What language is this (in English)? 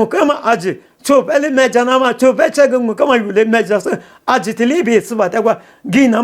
Lisu